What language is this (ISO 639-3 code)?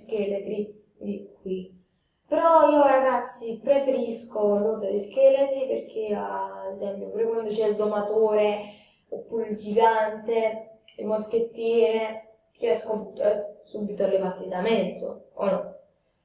ita